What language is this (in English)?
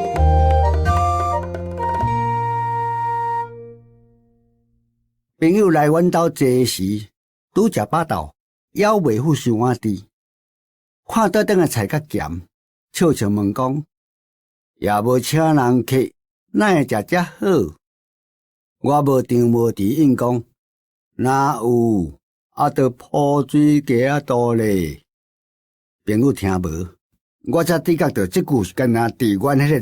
Min Nan Chinese